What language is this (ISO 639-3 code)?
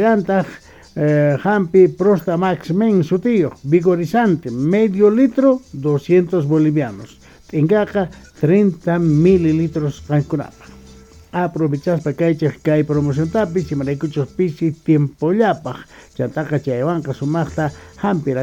quh